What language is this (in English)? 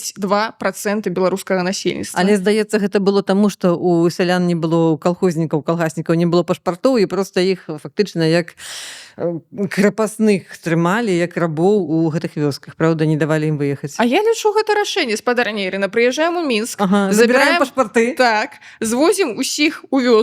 Belarusian